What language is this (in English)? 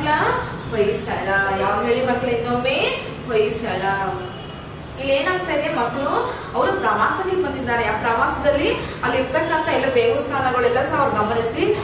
Kannada